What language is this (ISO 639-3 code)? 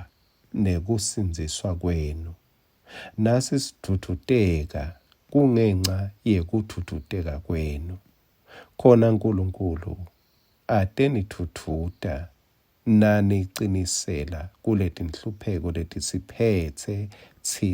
ssw